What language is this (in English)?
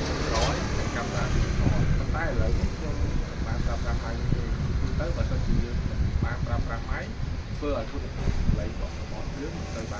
Khmer